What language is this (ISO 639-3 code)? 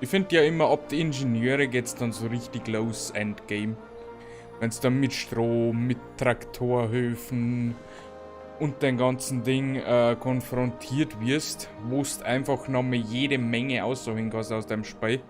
bar